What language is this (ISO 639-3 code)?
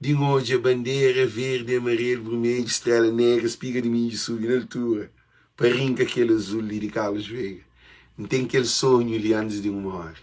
kea